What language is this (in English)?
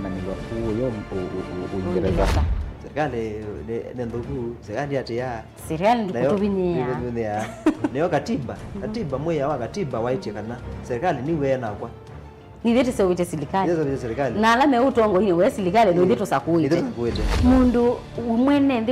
Kamba